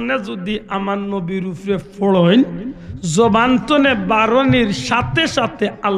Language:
Sylheti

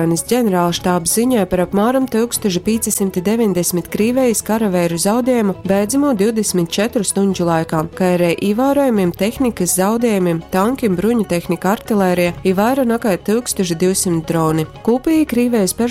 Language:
Latgalian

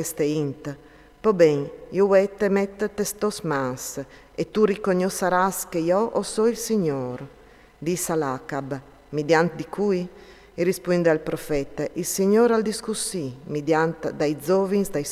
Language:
Friulian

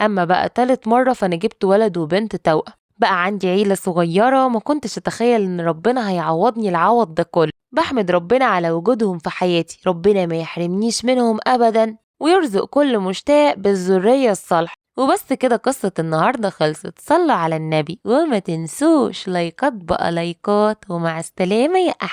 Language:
Egyptian Arabic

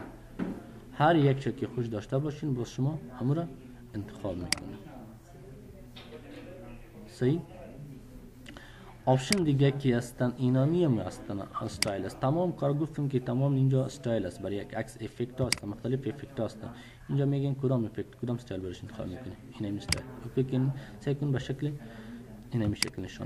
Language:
Persian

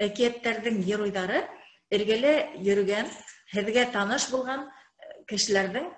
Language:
Bashkir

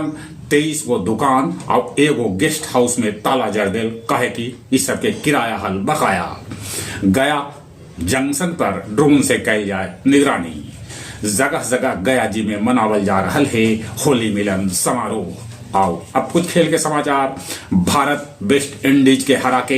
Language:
Magahi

